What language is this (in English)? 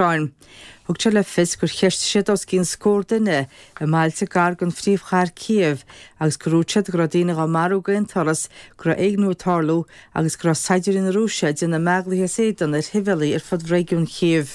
Irish